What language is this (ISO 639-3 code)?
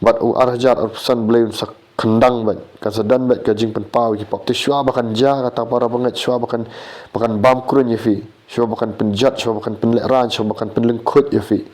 kha